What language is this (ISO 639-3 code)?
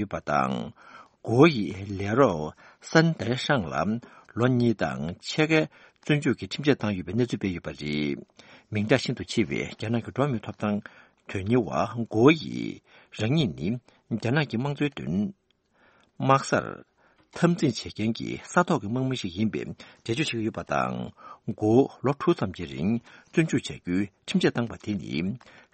bod